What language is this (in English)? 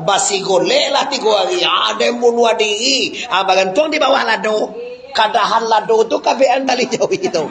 Minangkabau